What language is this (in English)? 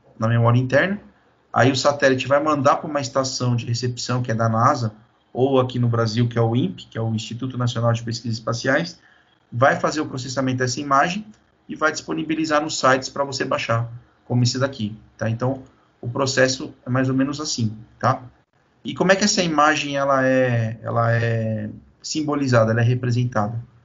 Portuguese